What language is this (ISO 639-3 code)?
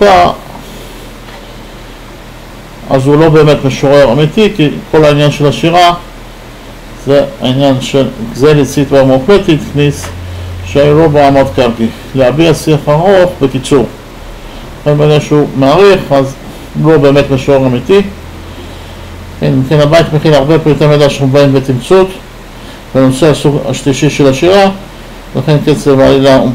heb